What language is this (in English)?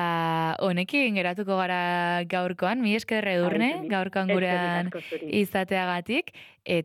Basque